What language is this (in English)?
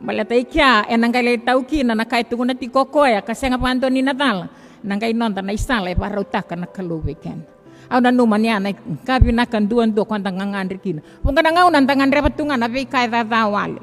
Fijian